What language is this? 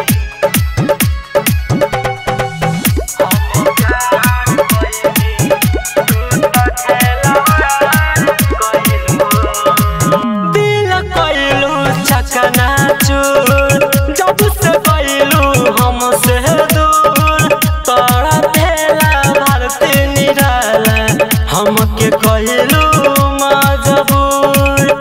Bhojpuri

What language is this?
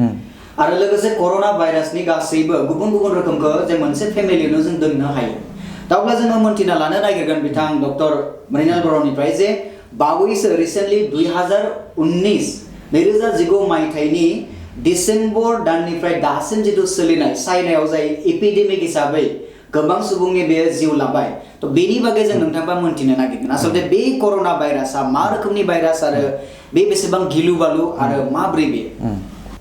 Bodo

